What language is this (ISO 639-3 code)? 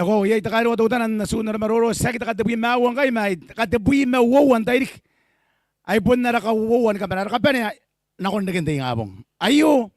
gil